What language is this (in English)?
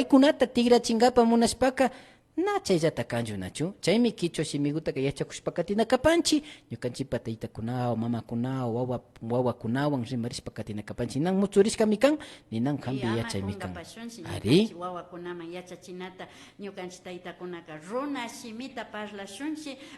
Imbabura Highland Quichua